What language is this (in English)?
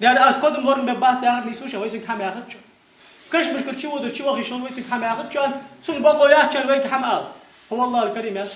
Ingush